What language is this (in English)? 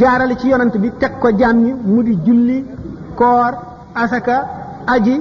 Wolof